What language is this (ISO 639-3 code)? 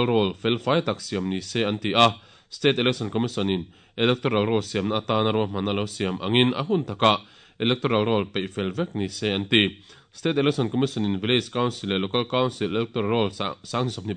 lus